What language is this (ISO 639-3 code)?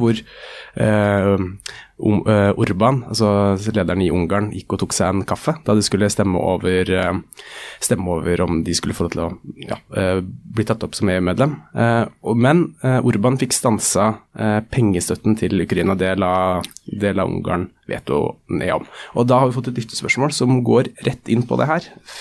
nor